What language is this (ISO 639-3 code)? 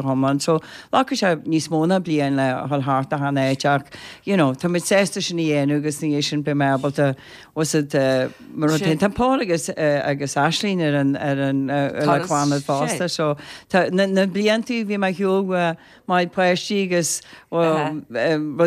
gle